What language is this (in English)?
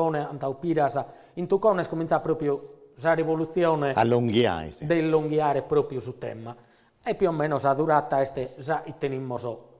Sardinian